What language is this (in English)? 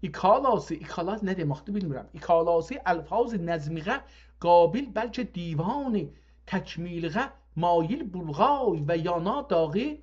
South Azerbaijani